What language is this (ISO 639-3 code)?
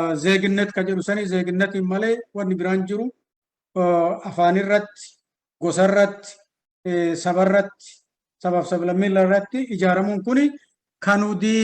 orm